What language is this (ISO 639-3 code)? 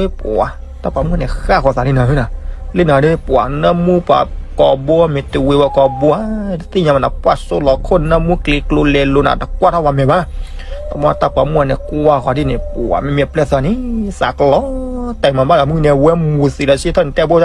ksw